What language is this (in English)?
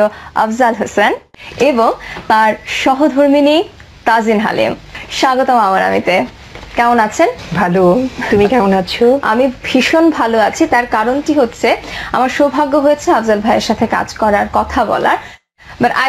Bangla